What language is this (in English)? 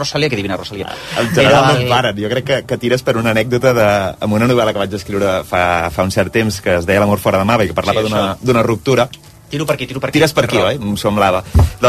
Catalan